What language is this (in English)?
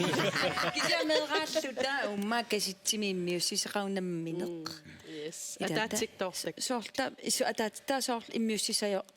Kalaallisut